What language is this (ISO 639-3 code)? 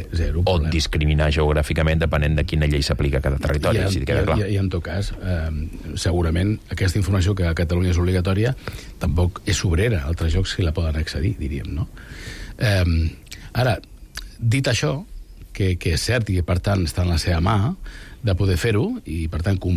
cat